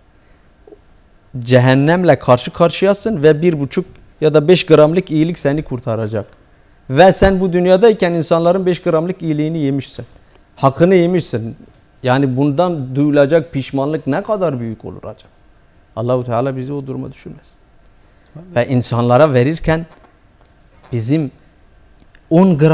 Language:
Turkish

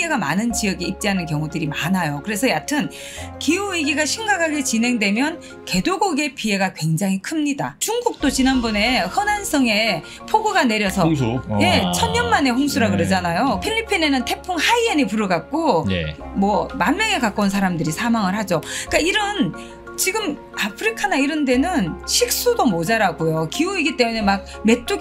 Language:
Korean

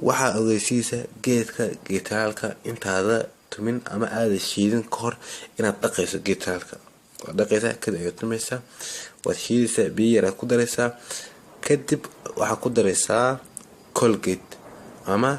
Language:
Somali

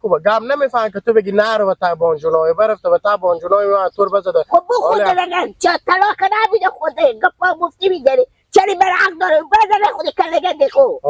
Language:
Hazaragi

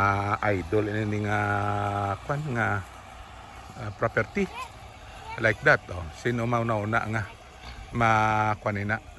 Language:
Hiligaynon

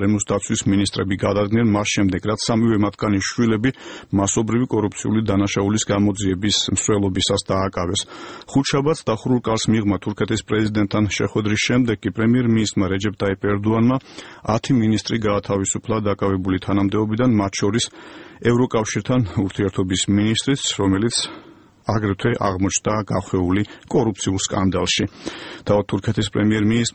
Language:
Georgian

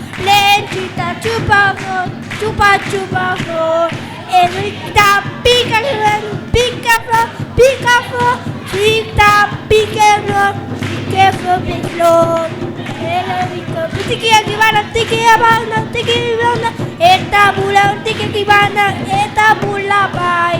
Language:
Papiamento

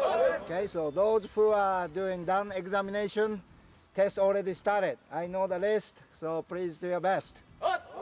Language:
Bulgarian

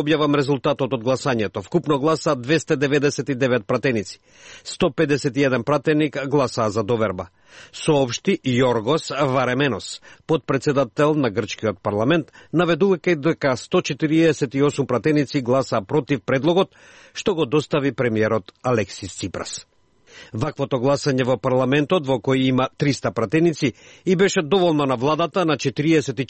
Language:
Macedonian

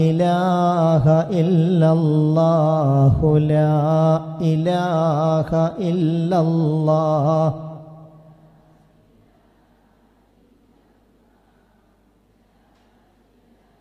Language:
Malayalam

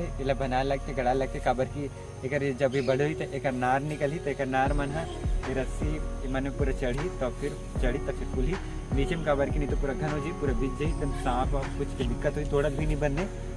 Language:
Chhattisgarhi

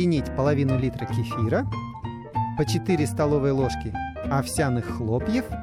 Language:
Russian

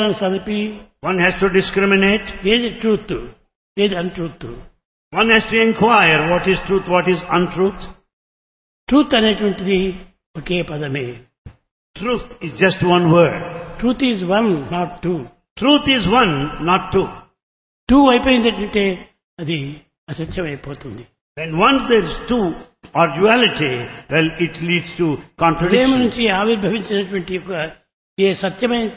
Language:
Telugu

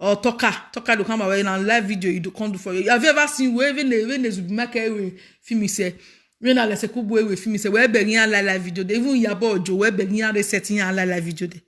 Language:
Nigerian Pidgin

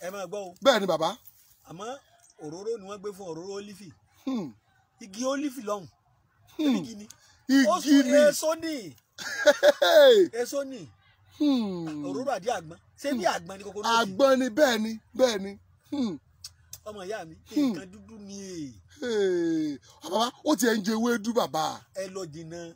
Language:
Yoruba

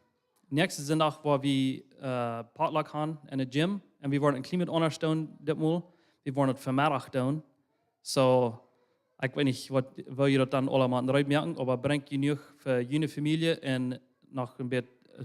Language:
Plautdietsch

